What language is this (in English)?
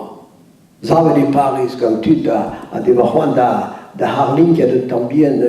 Breton